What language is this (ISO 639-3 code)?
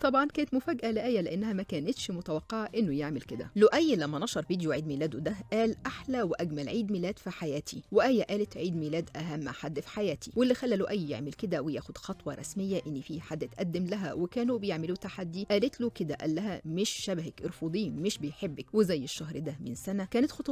arz